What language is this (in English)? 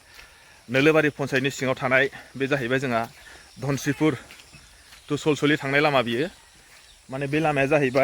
Bodo